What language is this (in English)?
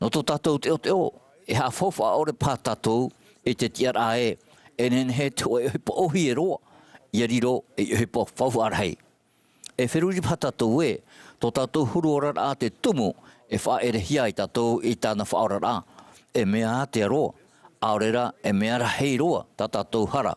Tahitian